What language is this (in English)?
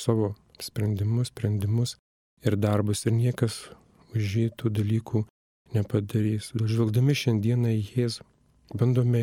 Lithuanian